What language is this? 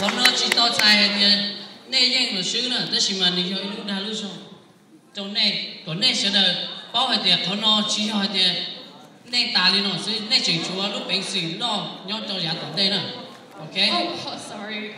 Hmong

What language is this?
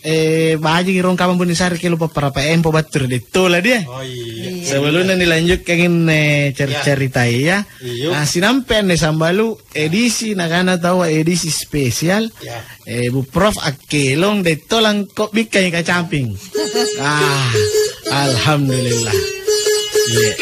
Makasar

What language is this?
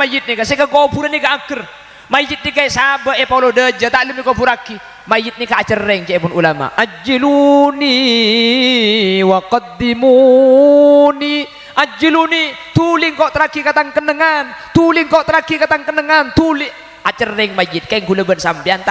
Madurese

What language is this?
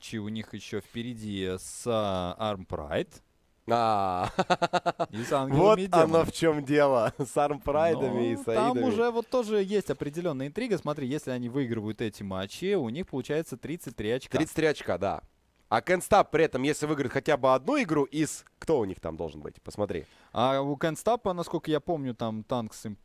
Russian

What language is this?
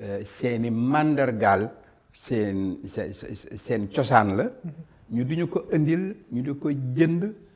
Wolof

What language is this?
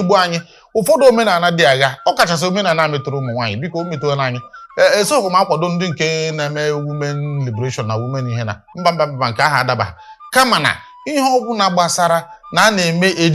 Igbo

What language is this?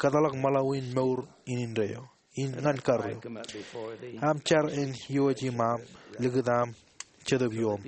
Marshallese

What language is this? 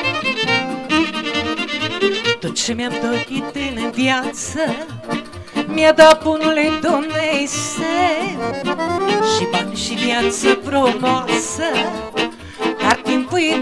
Romanian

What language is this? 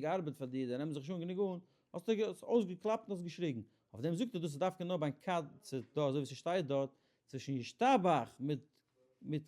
Yiddish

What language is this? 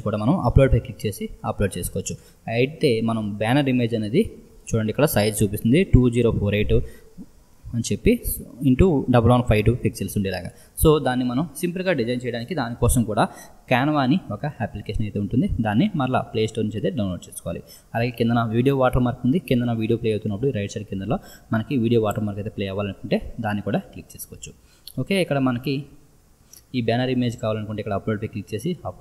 Telugu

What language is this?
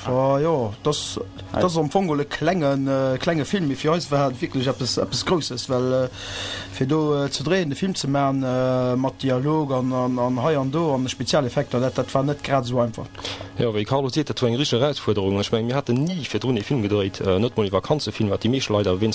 Luxembourgish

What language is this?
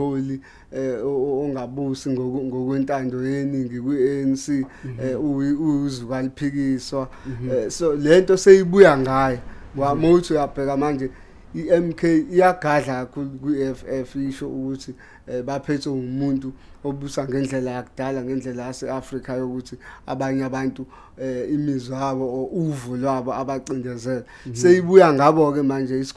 Zulu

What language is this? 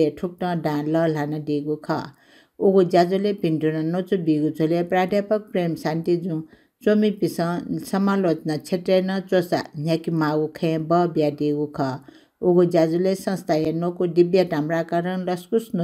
Newari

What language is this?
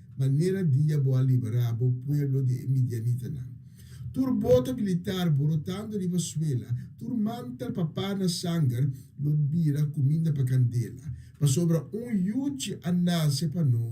Papiamento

